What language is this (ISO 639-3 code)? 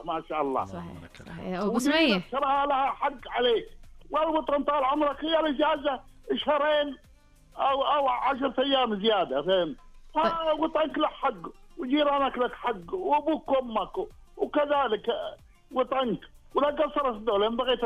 ars